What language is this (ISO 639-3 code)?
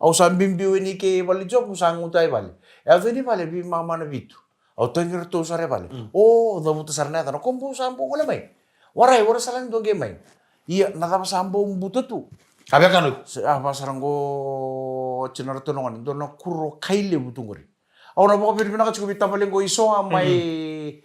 fij